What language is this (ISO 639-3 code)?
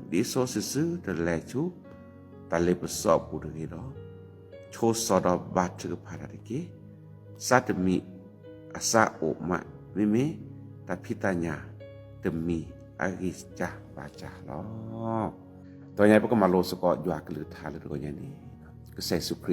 ksw